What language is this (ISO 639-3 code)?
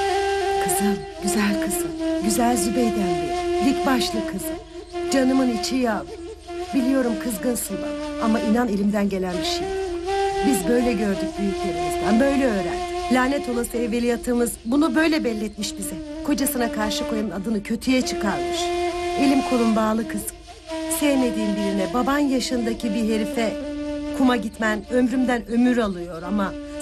tur